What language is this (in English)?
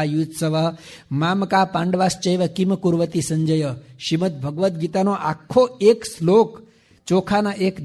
Gujarati